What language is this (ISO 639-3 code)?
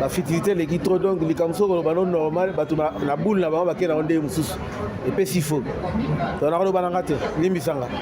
lin